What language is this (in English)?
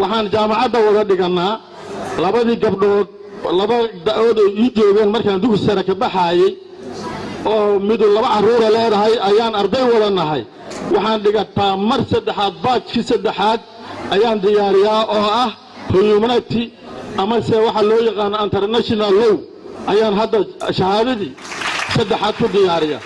Somali